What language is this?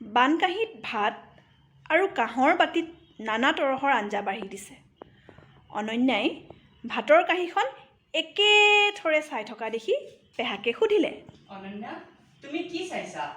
Assamese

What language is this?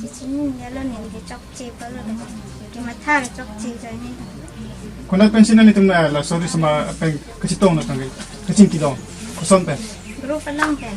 Karbi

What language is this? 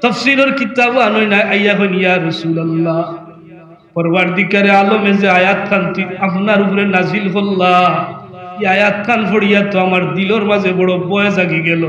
Sylheti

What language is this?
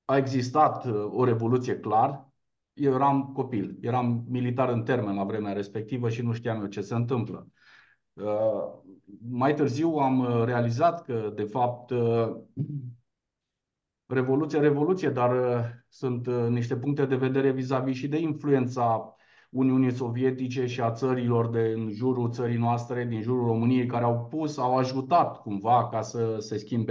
Romanian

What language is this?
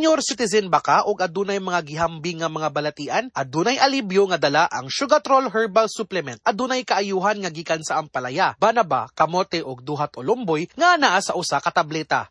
Cebuano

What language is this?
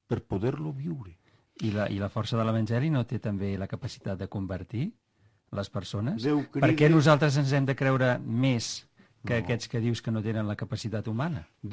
Catalan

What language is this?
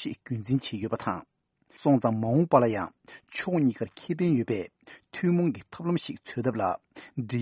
Tibetan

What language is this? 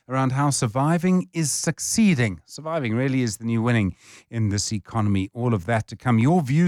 English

